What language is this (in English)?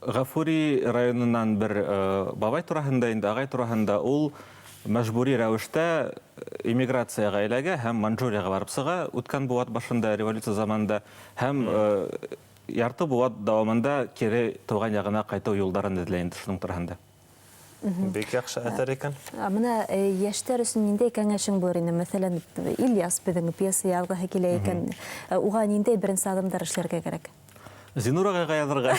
Bashkir